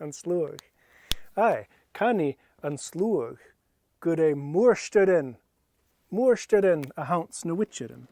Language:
Scottish Gaelic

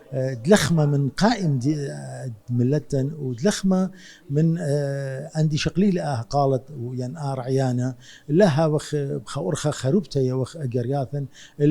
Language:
Assyrian Neo-Aramaic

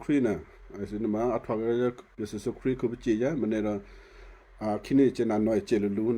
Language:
Western Kayah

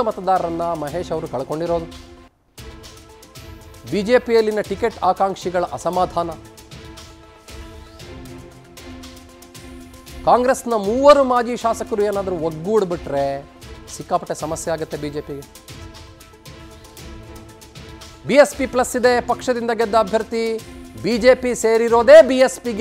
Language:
Kannada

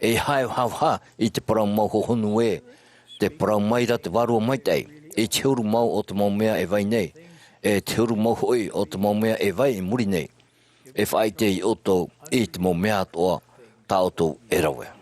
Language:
Tahitian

